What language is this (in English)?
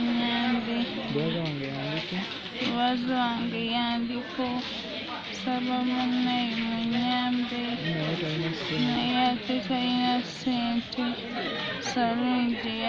Ganda